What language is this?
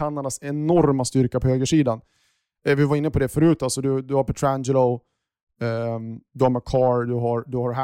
Swedish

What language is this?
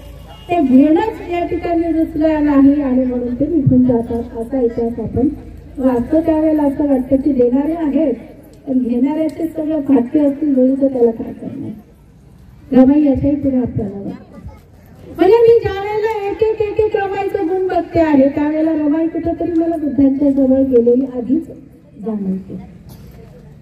Marathi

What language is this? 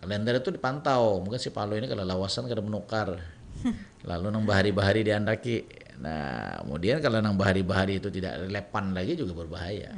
Banjar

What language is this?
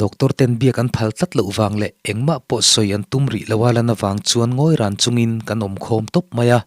Mizo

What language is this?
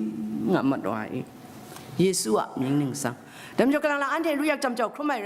Kachin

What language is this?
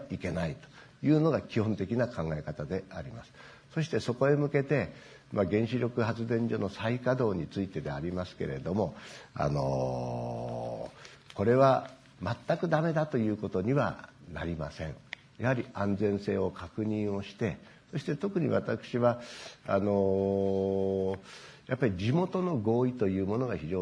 Japanese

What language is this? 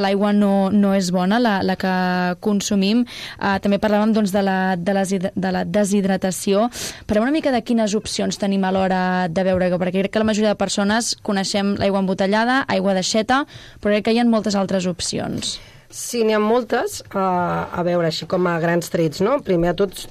Catalan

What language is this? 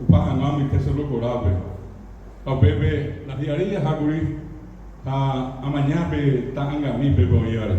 Guarani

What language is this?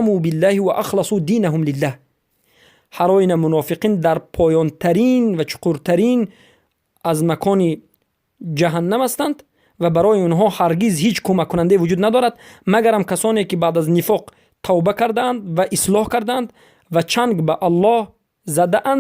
Persian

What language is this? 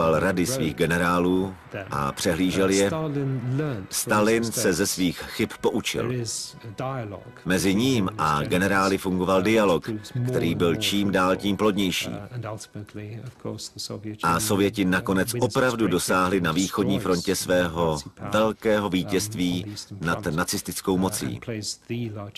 Czech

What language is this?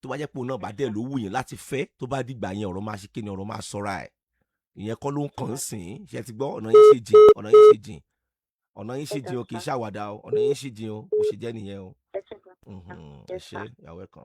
Yoruba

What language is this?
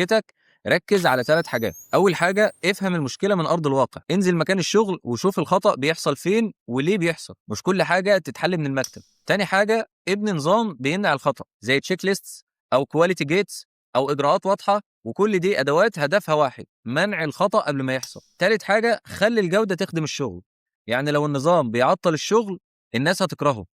Egyptian Arabic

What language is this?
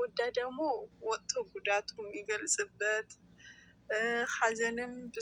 Amharic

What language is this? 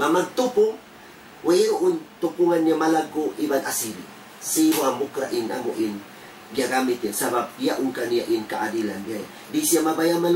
Tausug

